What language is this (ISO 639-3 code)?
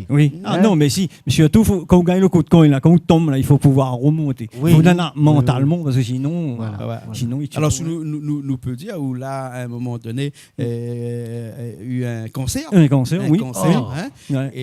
rcf